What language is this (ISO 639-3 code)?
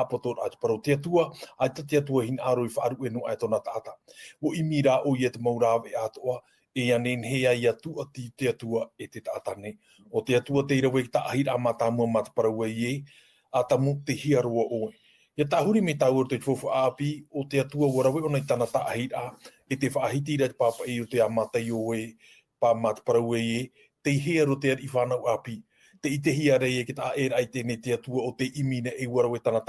tah